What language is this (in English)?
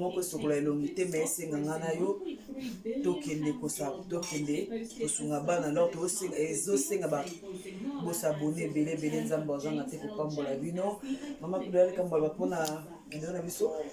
Lingala